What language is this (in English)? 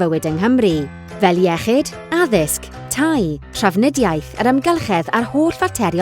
Welsh